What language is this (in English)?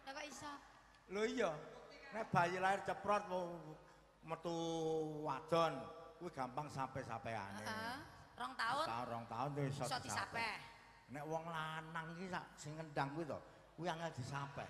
Javanese